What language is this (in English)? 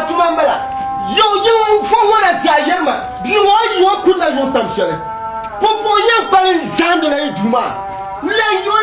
Dagbani